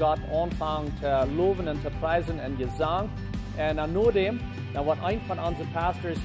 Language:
Plautdietsch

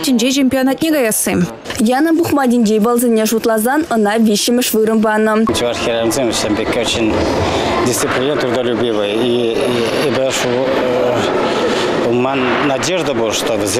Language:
Chuvash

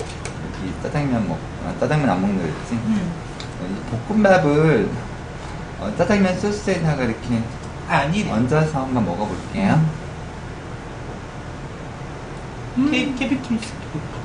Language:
Korean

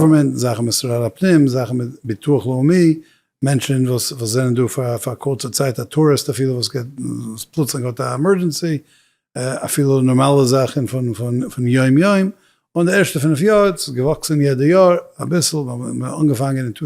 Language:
Yiddish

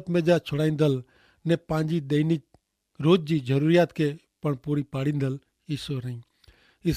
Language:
Kachhi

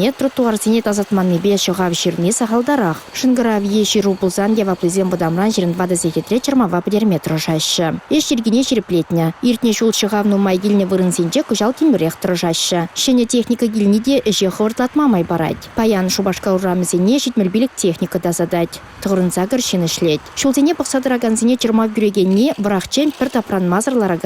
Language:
Chuvash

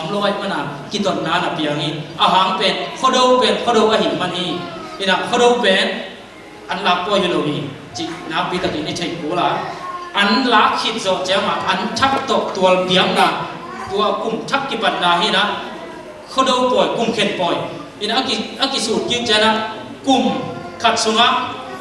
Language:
Tedim Chin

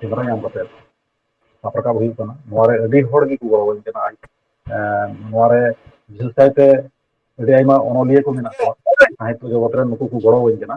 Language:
Santali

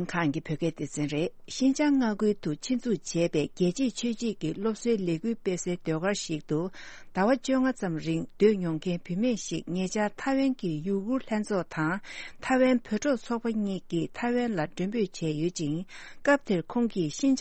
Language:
Tibetan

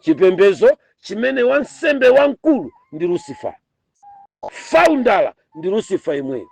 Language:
Nyanja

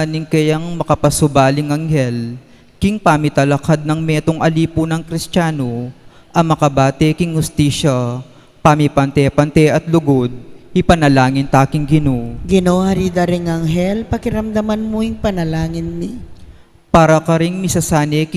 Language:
Pampanga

